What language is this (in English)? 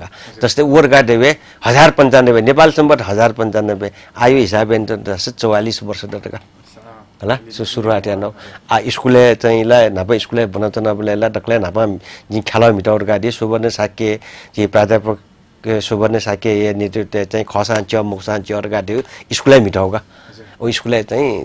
Newari